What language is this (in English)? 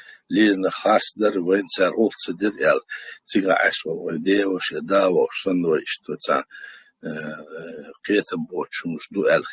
Chechen